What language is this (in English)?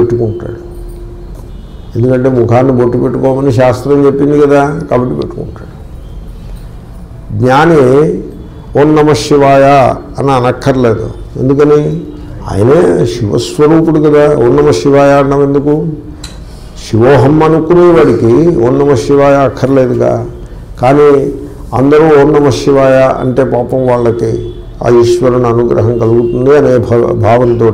Telugu